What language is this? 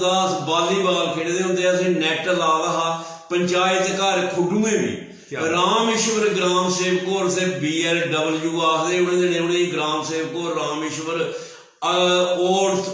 Dogri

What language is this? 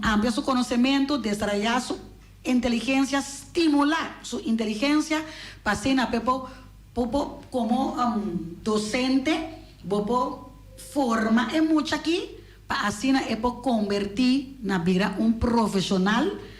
Papiamento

